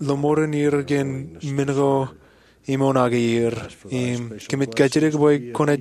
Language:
Marshallese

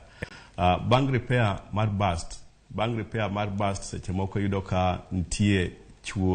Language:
Luo (Kenya and Tanzania)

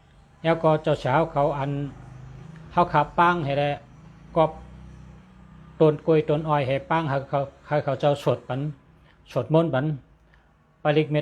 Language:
Shan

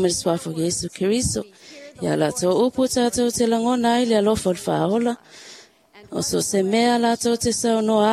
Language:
Samoan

